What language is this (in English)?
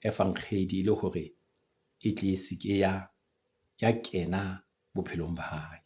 Southern Sotho